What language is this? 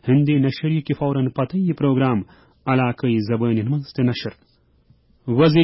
Kashmiri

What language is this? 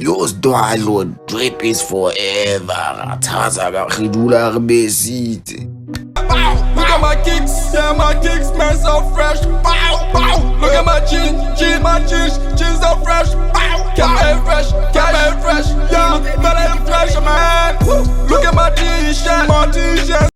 Southern Sotho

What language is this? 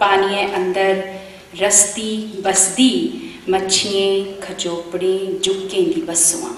Dogri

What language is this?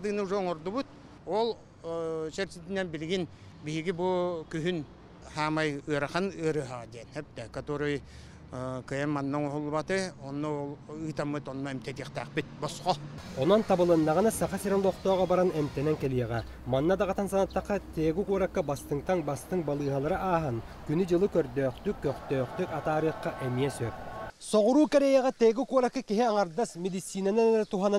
Yakut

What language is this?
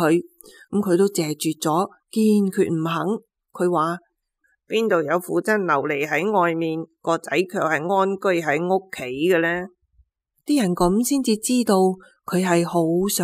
Cantonese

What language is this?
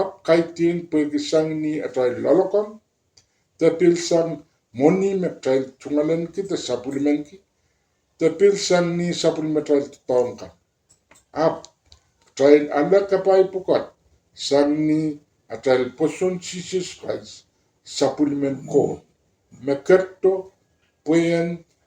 Pohnpeian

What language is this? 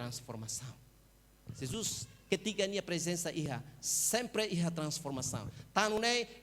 Tetum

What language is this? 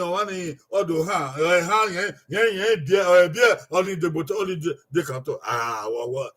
Bini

